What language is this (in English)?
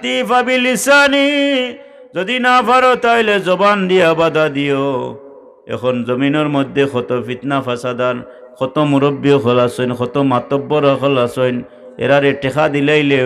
Sylheti